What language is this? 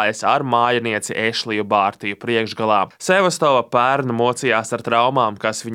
Latvian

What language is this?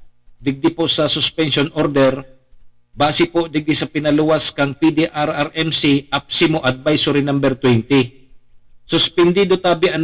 Bikol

